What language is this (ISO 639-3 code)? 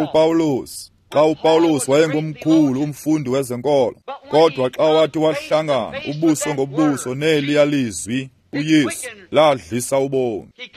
xho